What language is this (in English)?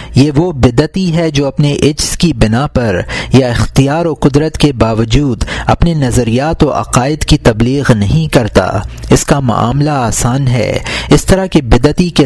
Urdu